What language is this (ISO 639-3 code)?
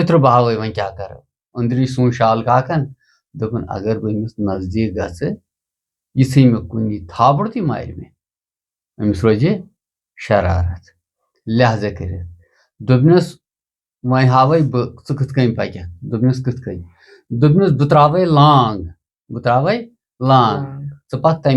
kas